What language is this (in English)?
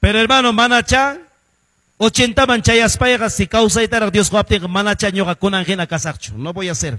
Quechua